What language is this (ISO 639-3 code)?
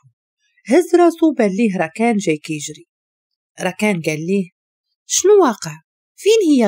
ary